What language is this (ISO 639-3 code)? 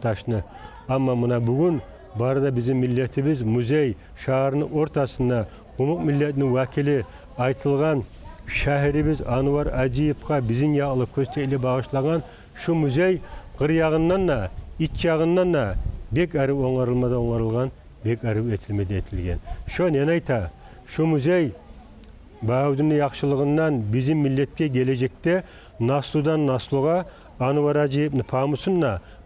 kum